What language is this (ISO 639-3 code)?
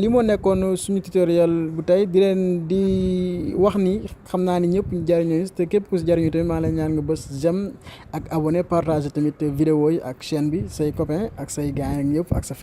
wol